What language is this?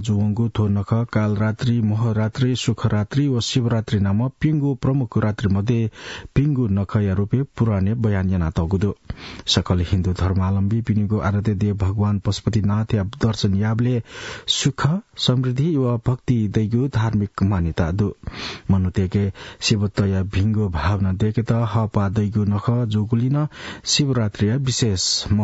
Newari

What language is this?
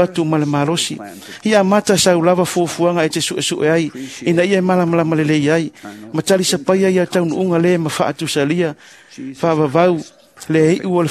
Samoan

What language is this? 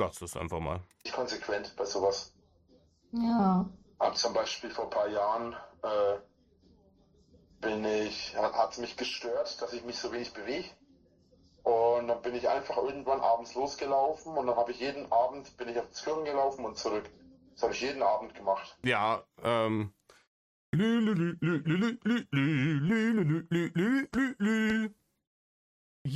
German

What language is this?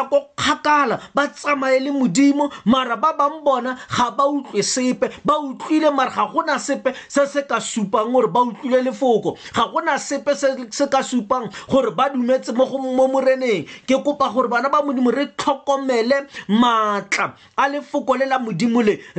Tswana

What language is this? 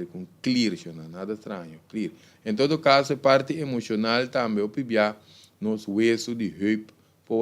Papiamento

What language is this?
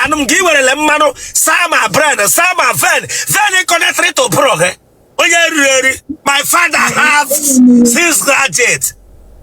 Igbo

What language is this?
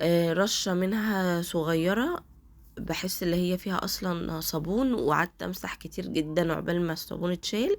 Egyptian Arabic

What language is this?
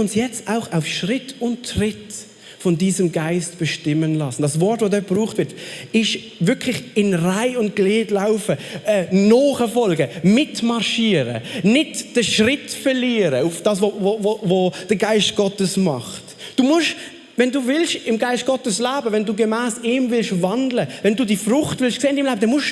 Swiss German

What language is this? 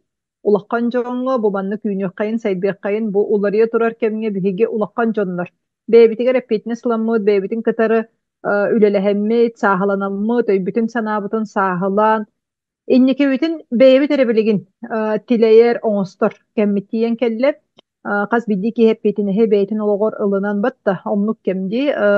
Yakut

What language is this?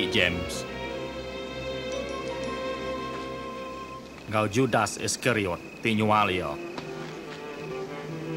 Iban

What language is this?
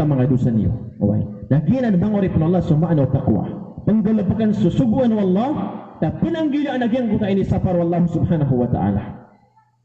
Maranao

